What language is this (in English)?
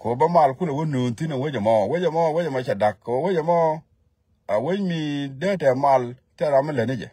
Nuer